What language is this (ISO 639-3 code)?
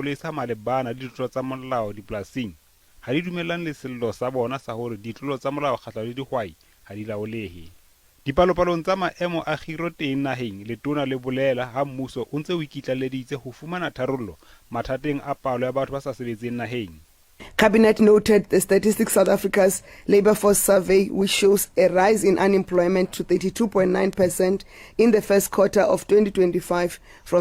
sot